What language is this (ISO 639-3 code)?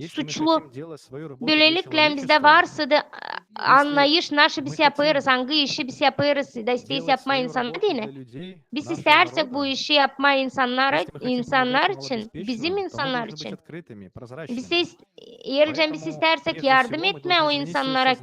gag